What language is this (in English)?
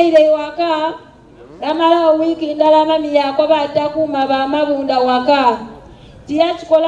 Soga